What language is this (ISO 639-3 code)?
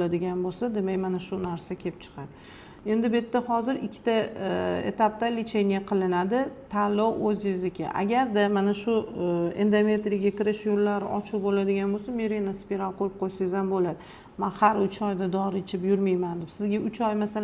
uzb